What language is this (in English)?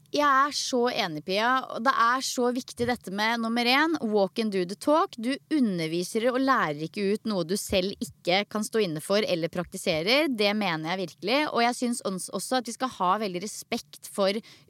Norwegian